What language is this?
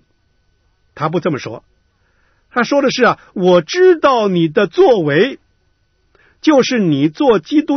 Chinese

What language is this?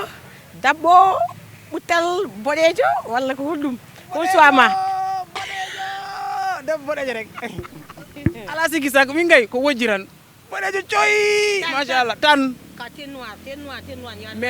Fula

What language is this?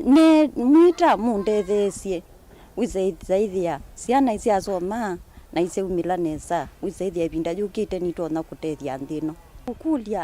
Kamba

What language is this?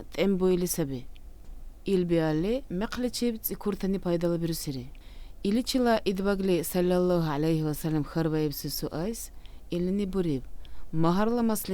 Dargwa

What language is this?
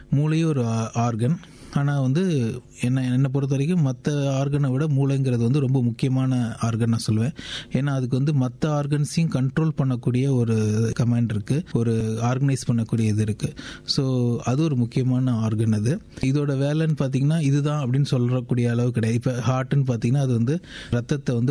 Tamil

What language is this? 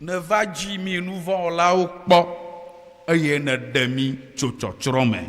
Ewe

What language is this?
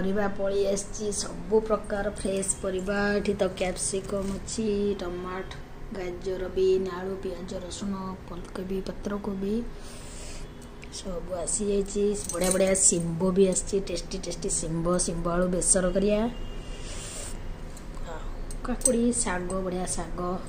Odia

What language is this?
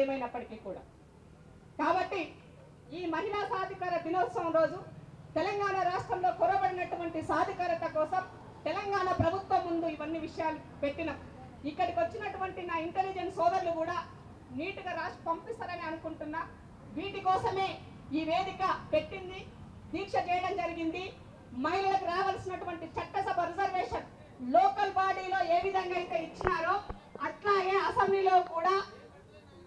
Telugu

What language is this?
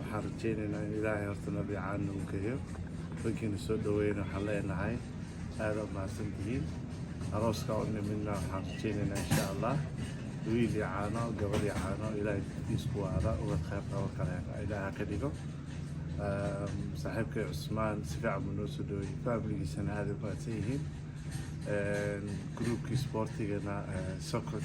Somali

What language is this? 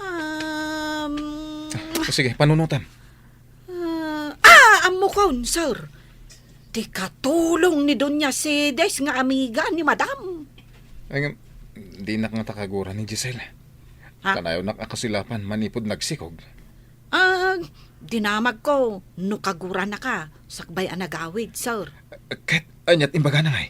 Iloko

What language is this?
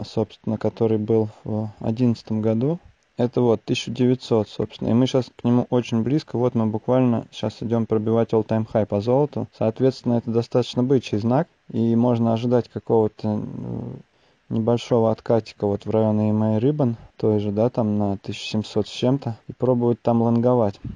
Russian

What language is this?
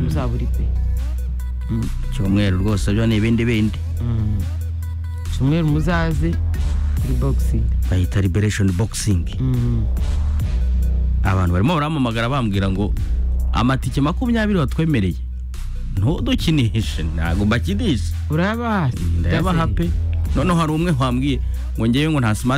Kinyarwanda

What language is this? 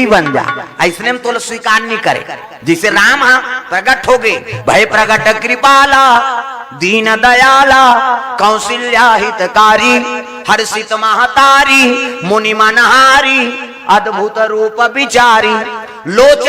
Chhattisgarhi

